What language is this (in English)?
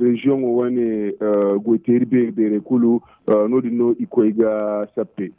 Zarma